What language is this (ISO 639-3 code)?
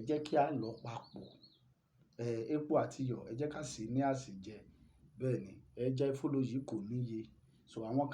yor